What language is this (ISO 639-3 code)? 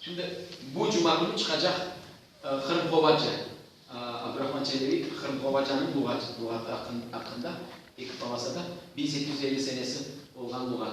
crh